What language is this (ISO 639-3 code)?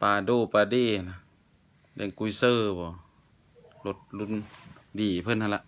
lao